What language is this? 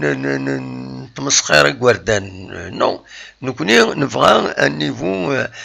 Kabyle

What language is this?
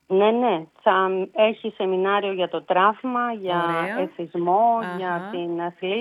Greek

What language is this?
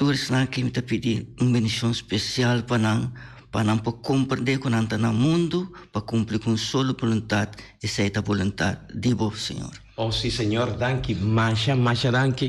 Papiamento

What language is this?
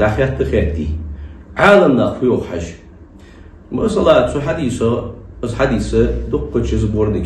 Ingush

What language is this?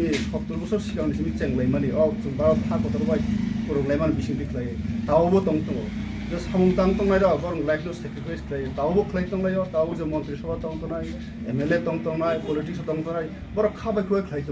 Kok Borok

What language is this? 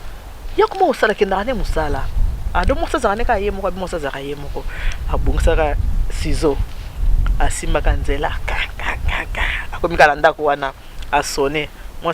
Lingala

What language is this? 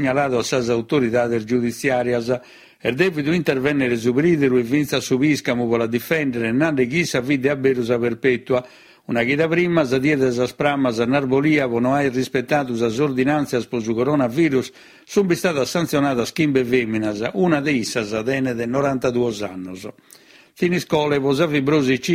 Sardinian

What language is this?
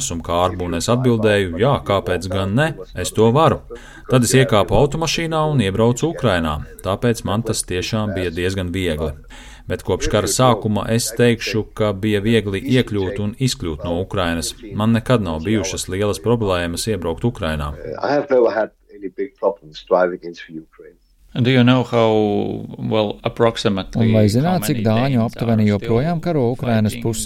Latvian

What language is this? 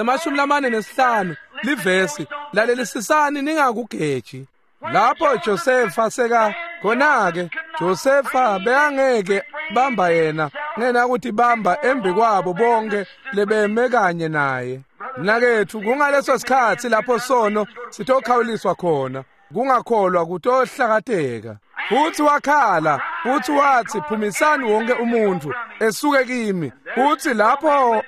Swati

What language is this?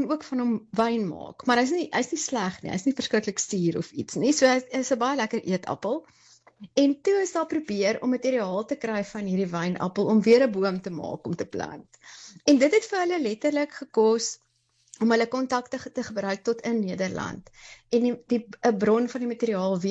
Afrikaans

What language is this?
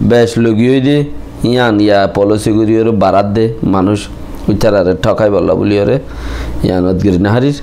Rohingya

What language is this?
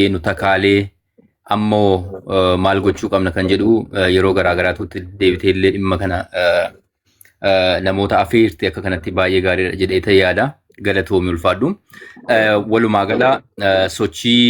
Oromo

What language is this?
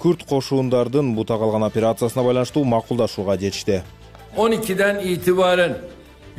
Kyrgyz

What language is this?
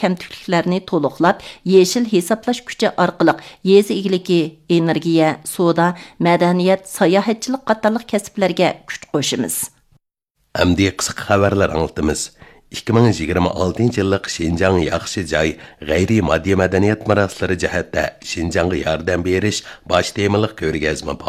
Uyghur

